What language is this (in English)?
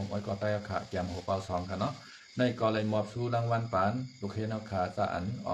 Shan